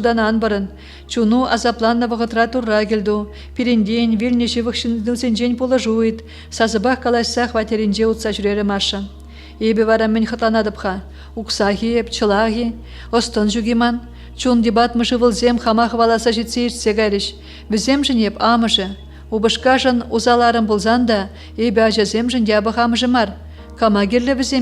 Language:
Chuvash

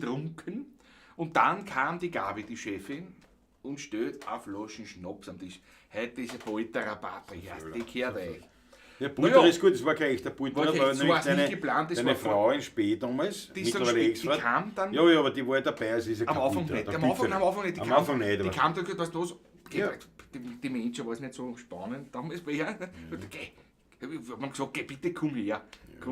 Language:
Bavarian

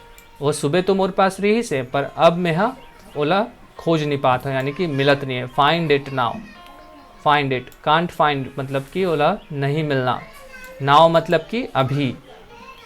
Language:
Chhattisgarhi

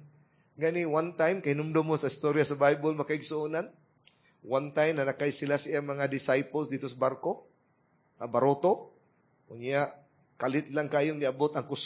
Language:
Cebuano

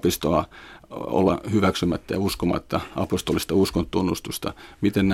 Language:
Finnish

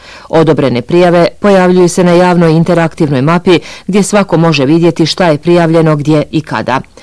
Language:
Bosnian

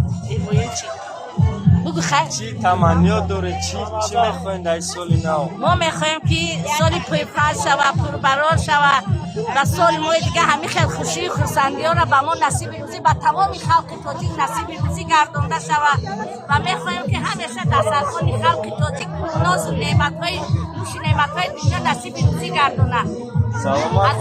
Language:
Tajik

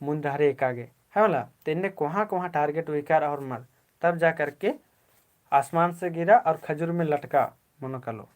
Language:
Kurukh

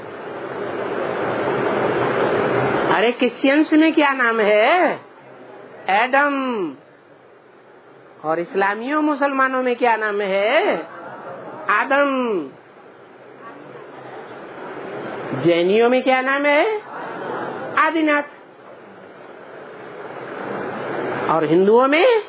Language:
Hindi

